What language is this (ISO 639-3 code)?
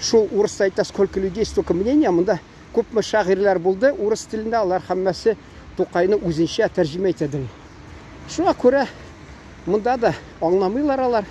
tat